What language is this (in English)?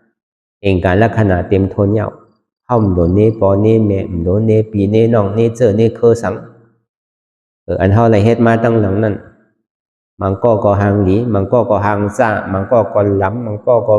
Shan